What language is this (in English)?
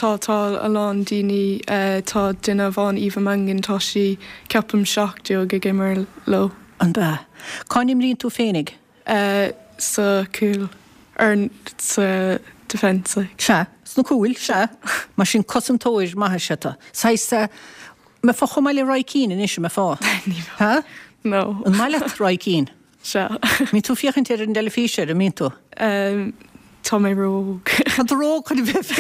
Irish